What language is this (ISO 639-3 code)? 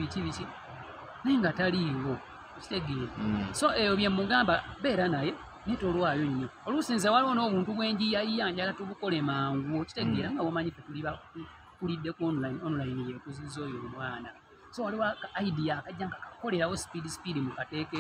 lug